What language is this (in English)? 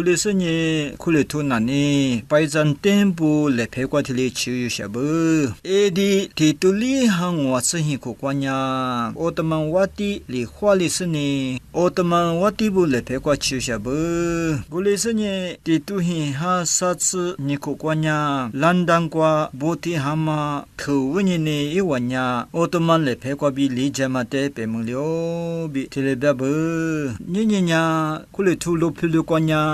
Lisu